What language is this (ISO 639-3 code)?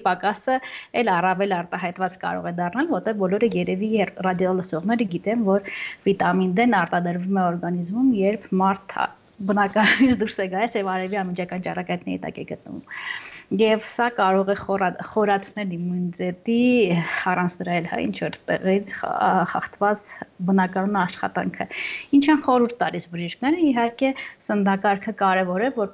hye